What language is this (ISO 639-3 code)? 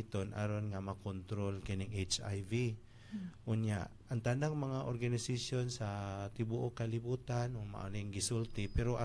ceb